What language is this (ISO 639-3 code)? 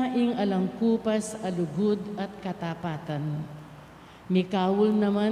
pam